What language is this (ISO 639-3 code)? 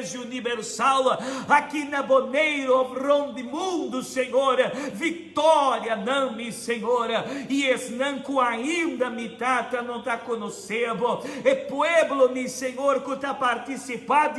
pap